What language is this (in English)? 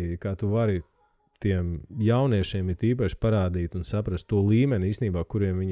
Latvian